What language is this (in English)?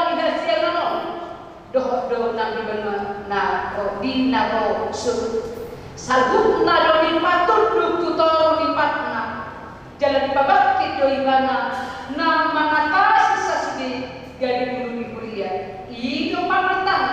Batak Toba